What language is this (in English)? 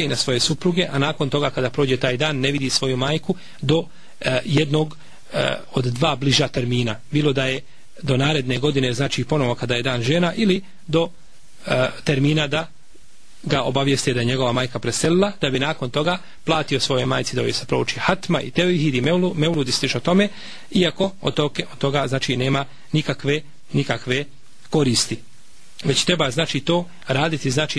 Bosnian